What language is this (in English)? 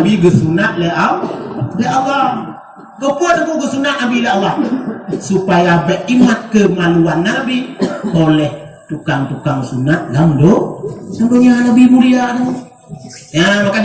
Achinese